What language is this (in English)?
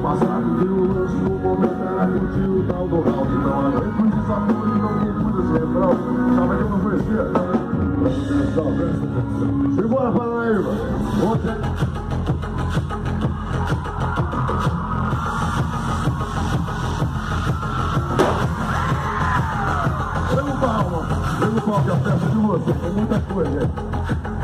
Portuguese